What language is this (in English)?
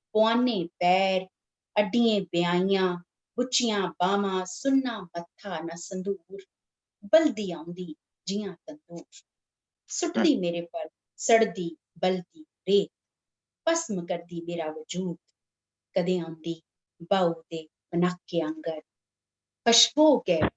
Dogri